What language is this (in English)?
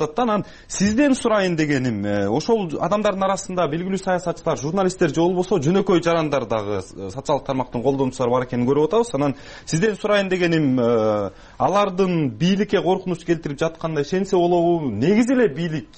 Kyrgyz